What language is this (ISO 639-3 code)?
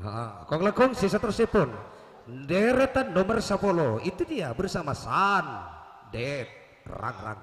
mad